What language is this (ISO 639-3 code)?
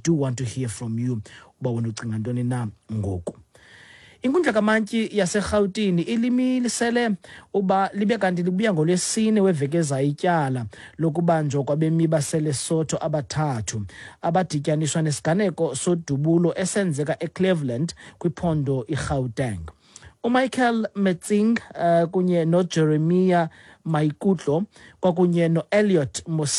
xho